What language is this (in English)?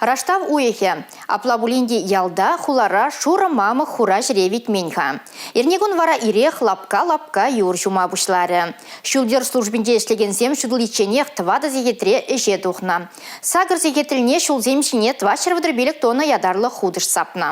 Chuvash